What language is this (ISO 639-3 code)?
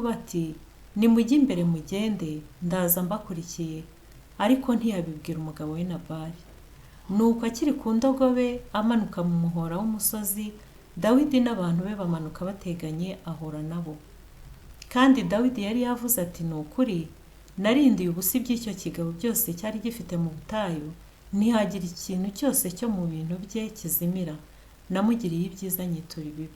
kin